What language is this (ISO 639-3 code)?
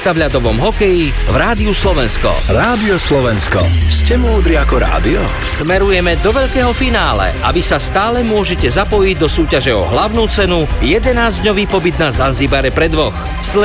slk